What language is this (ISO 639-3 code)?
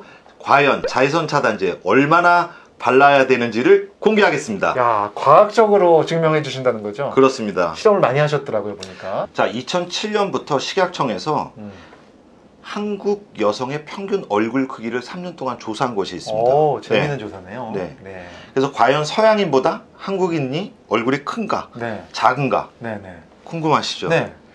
kor